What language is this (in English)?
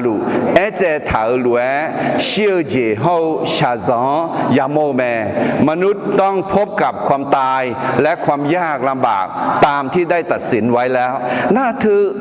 Akha